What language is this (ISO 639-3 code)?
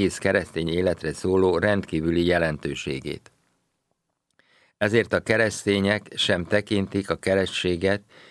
hun